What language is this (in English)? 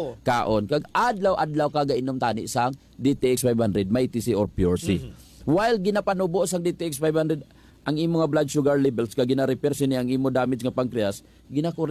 Hiligaynon